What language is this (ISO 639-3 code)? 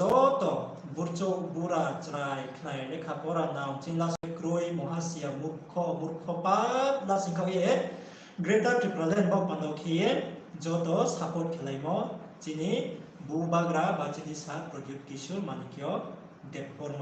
ria